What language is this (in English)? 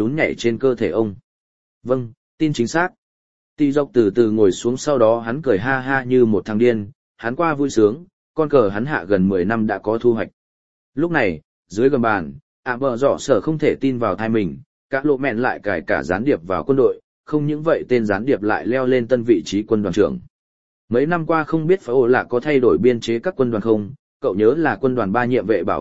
Vietnamese